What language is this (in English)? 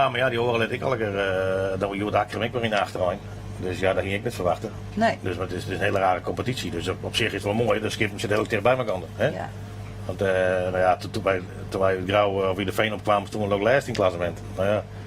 Western Frisian